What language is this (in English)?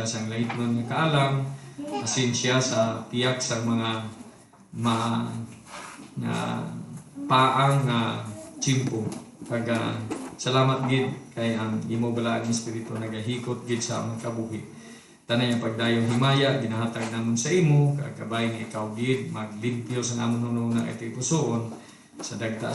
Hiligaynon